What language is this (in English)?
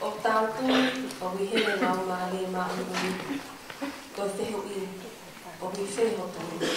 Tongan